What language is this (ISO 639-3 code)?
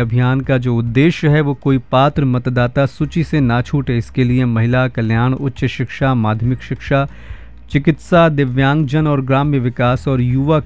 hin